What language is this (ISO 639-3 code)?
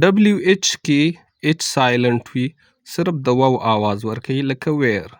pus